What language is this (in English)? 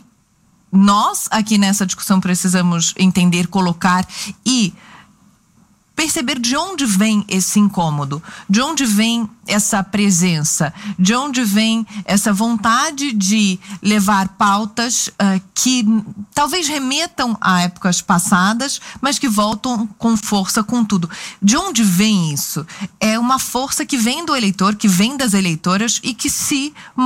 Portuguese